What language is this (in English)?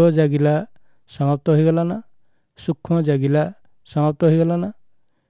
Odia